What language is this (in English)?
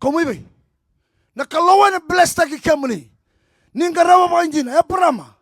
Fijian